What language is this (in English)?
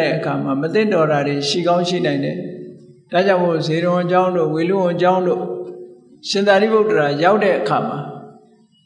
Burmese